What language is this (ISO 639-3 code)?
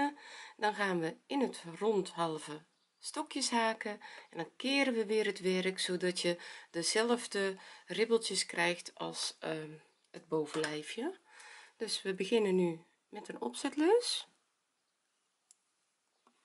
nld